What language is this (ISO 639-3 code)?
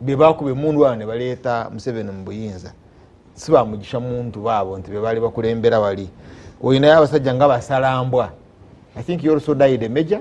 lug